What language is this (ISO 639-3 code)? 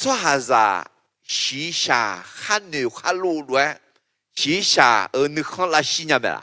ahk